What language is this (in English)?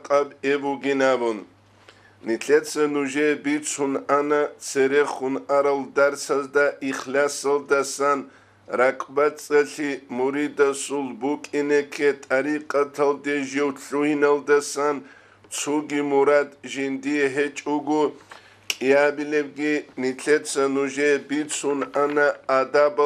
Avaric